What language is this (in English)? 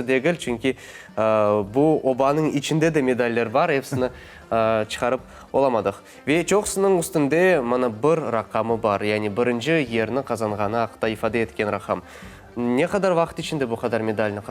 Crimean Tatar